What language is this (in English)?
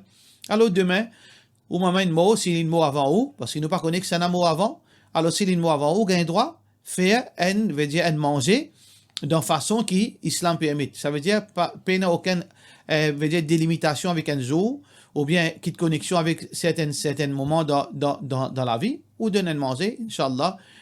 Morisyen